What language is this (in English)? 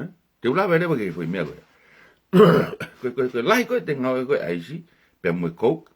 Tongan